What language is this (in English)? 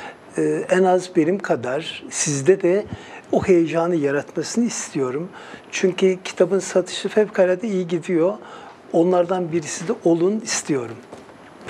Turkish